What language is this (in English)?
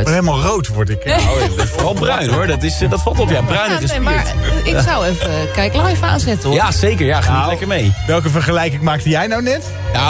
Dutch